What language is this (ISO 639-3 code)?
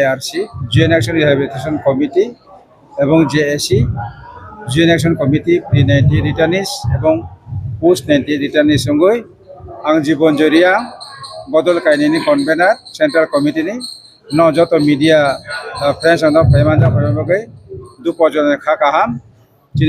ria